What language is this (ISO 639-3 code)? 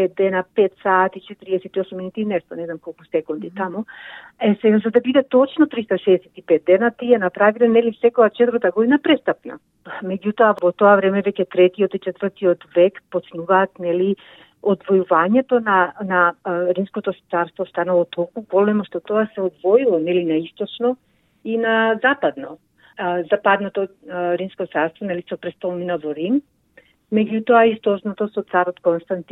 mkd